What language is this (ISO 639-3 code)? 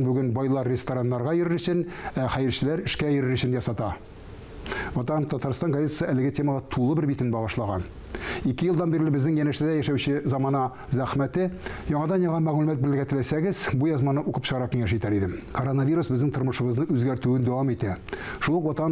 tat